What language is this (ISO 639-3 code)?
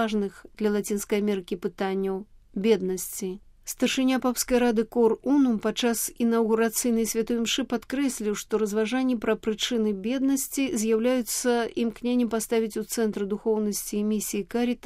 bel